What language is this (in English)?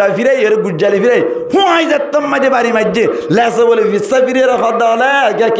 Rohingya